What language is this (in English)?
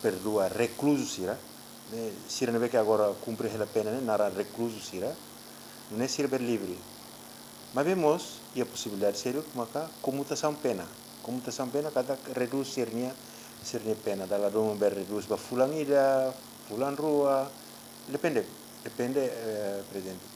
Tetum